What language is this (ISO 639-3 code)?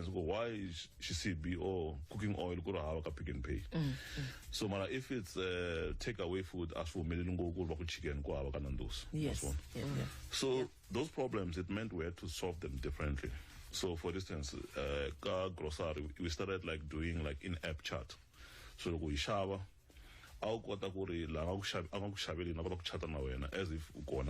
tso